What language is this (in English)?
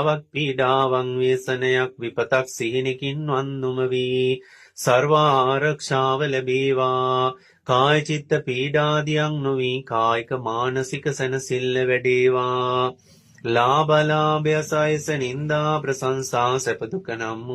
Sinhala